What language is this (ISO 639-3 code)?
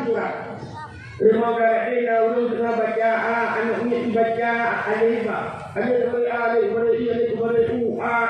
ace